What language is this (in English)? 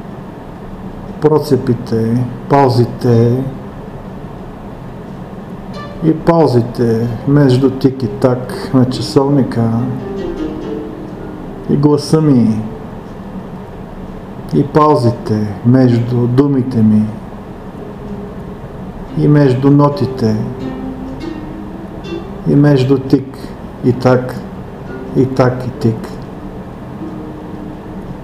Bulgarian